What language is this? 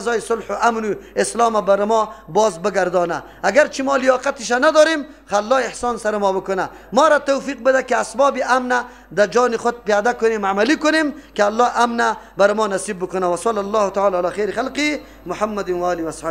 Persian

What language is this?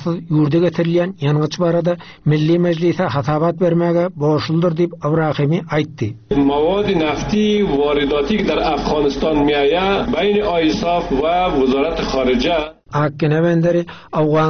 Turkmen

